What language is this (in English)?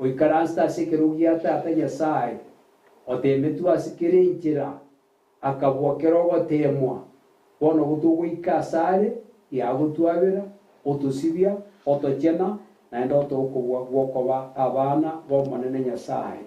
Gusii